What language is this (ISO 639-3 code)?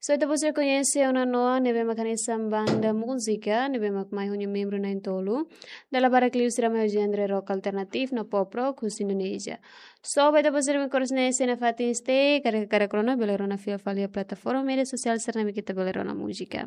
tet